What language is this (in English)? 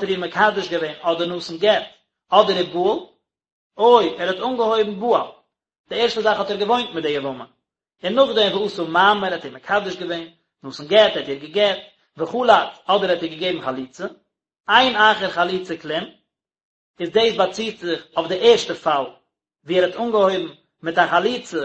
Yiddish